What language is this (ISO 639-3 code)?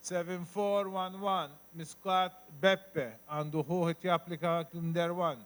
mlt